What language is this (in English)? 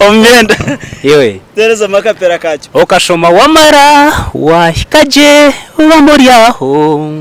Nyankole